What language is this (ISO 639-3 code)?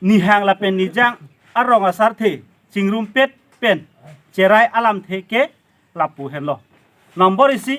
mjw